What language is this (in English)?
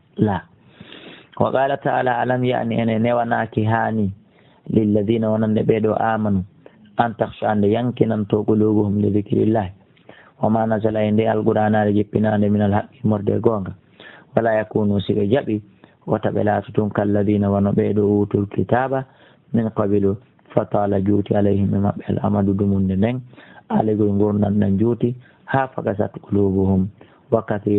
Fula